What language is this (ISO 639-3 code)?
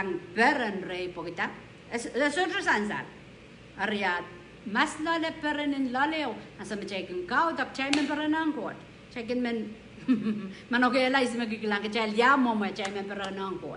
pon